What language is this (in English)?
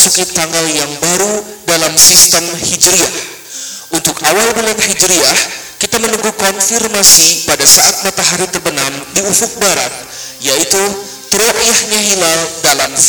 Indonesian